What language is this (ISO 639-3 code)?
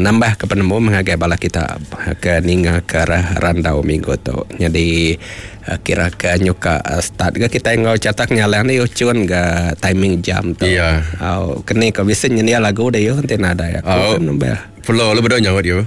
iba